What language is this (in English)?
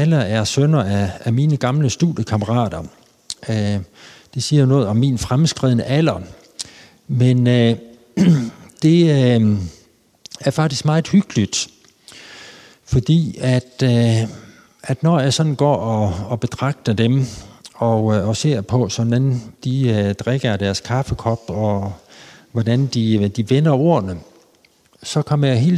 Danish